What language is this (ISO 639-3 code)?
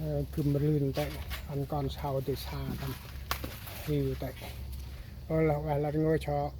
cmo